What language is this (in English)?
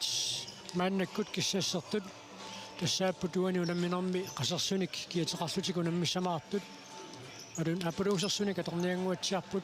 Kalaallisut